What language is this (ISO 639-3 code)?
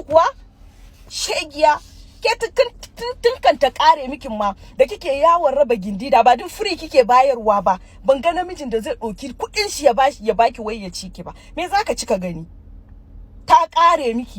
hau